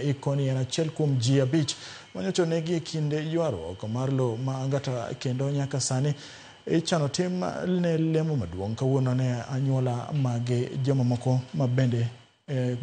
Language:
Luo (Kenya and Tanzania)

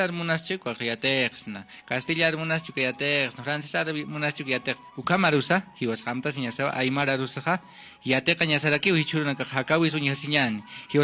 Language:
Aymara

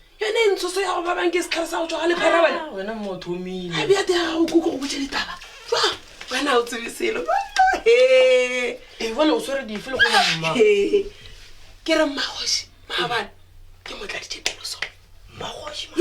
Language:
Northern Sotho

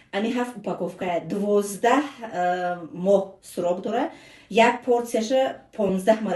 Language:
Tajik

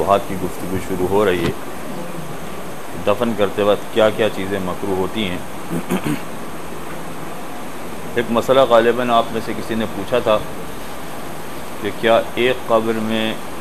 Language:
Urdu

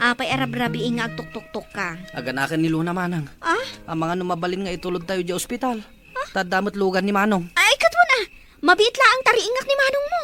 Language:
Iloko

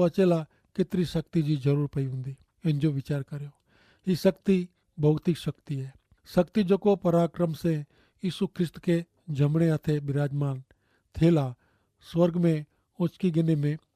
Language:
Kachhi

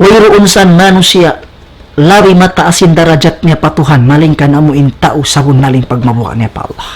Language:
Tausug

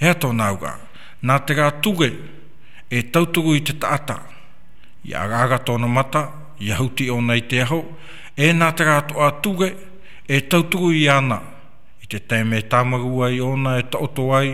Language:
Tahitian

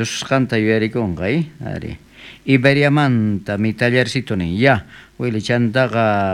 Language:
South Bolivian Quechua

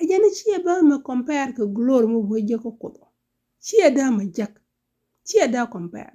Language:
Nuer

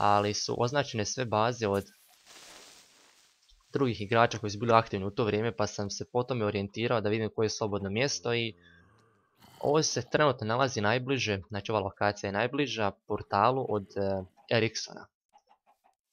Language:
Croatian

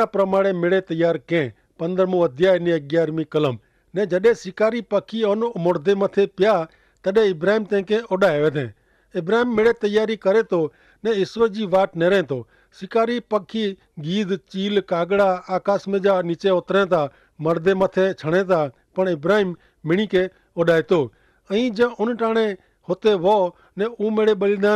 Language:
Kachhi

